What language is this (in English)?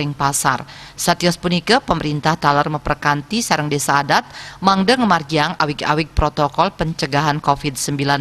Balinese